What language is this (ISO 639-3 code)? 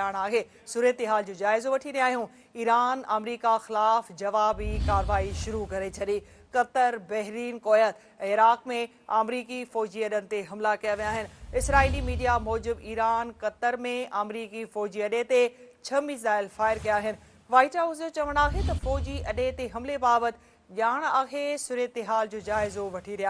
snd